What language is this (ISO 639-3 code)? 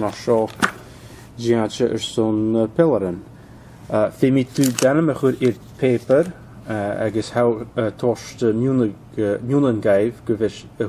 gla